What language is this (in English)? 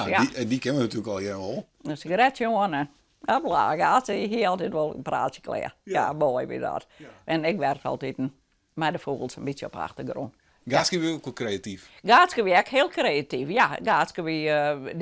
Western Frisian